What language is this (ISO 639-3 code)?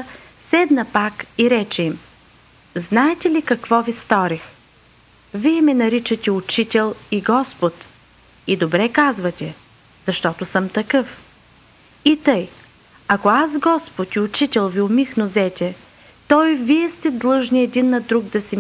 bul